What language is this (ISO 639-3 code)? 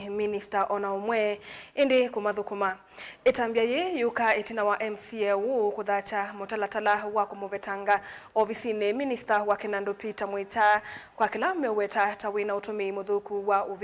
kam